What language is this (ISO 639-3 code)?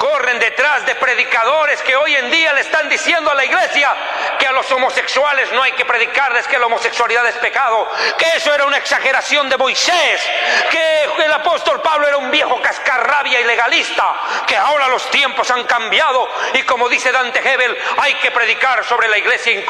spa